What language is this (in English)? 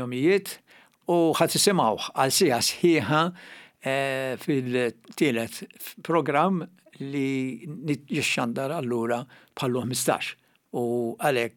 Maltese